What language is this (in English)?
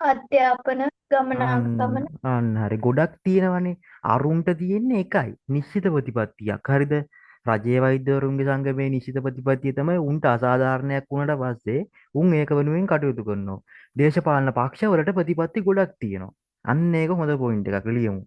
Sinhala